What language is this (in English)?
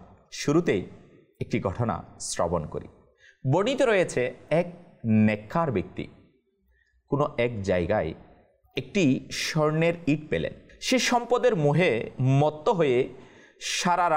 Bangla